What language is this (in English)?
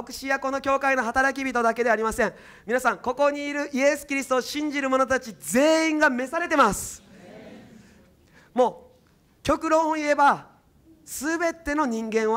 Japanese